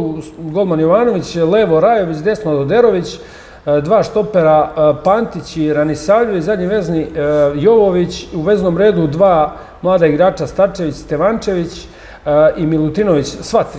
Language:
Serbian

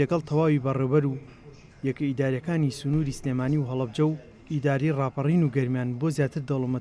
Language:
Central Kurdish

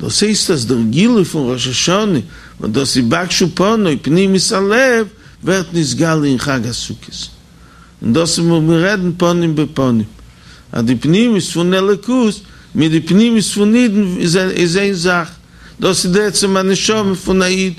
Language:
Yiddish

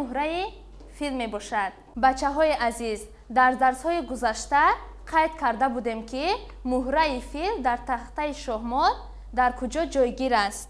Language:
Tajik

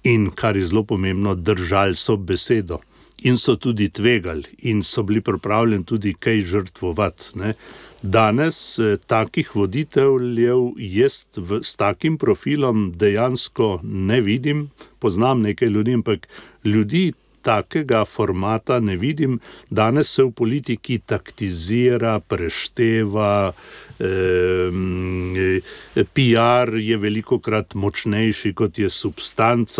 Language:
Slovenian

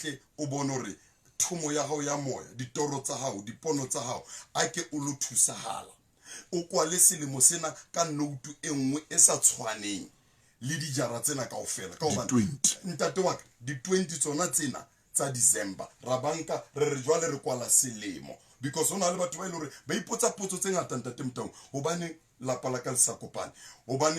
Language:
Southern Sotho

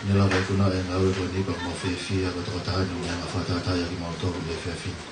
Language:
Tongan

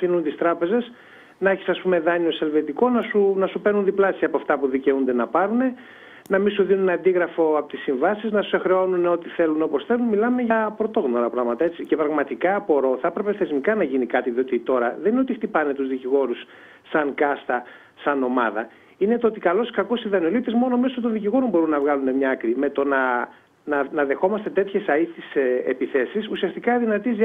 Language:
Greek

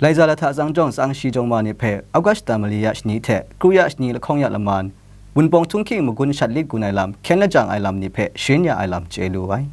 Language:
Kachin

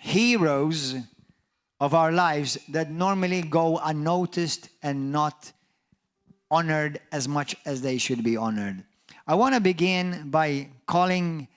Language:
English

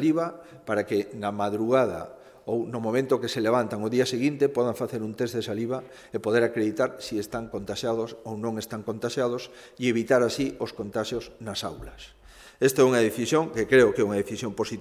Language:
Galician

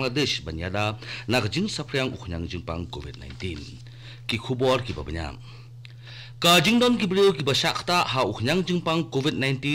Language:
Khasi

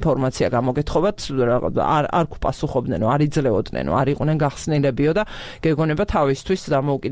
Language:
Georgian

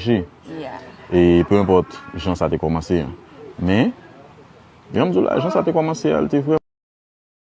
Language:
Haitian Creole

